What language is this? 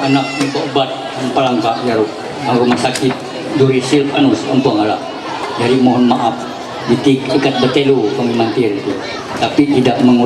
Ma'anyan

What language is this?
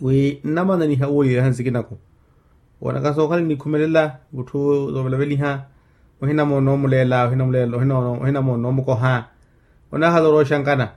Makhuwa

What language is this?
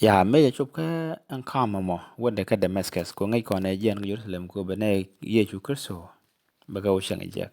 Nuer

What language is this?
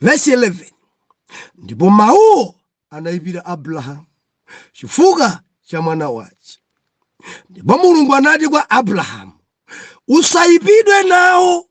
Nyanja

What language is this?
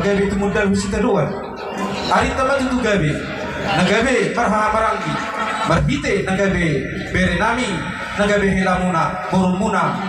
Batak Toba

